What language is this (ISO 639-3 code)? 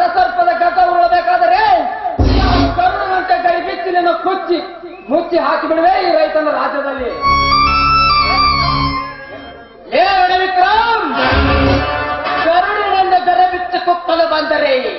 kan